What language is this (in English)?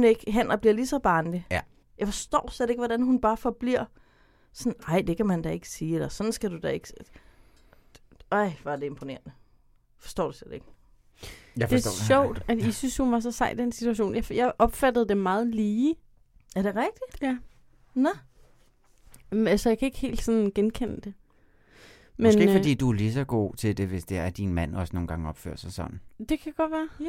Danish